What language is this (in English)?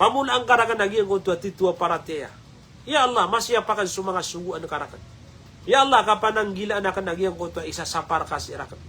Maranao